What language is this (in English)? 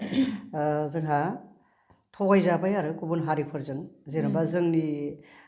Bodo